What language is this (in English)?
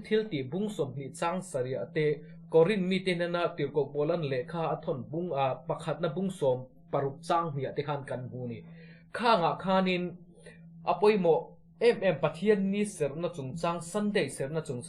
Mizo